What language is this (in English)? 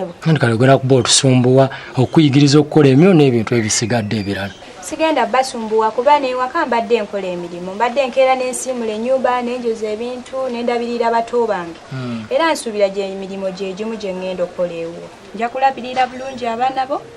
Ganda